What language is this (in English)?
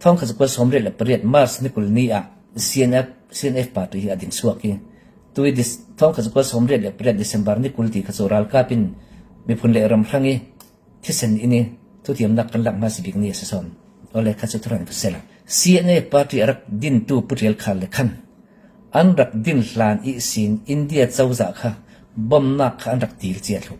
Falam Chin